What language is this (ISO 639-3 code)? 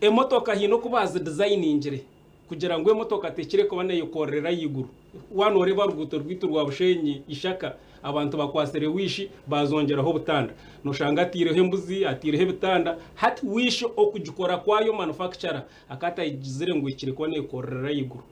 nyn